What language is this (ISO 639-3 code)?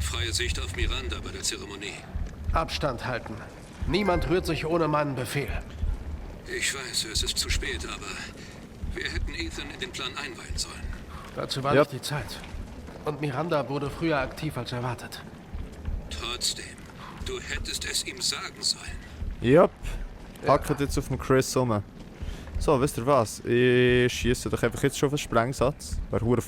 gsw